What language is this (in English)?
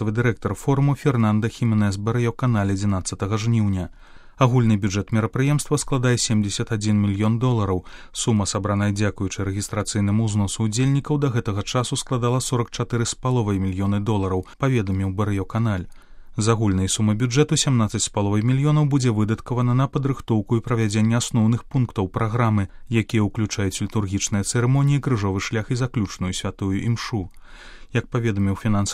Belarusian